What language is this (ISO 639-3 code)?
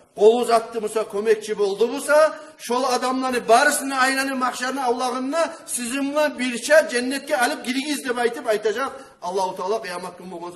kum